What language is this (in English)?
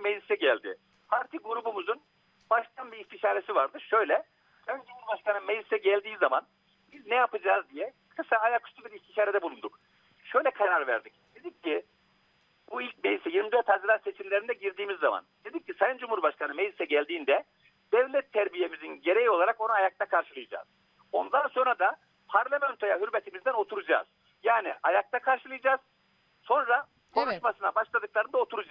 Turkish